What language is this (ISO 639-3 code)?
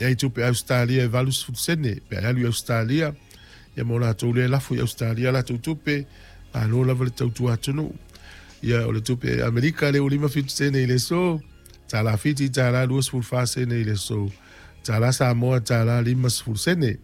smo